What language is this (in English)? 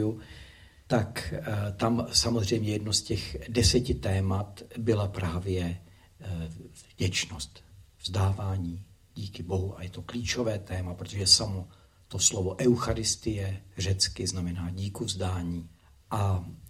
Czech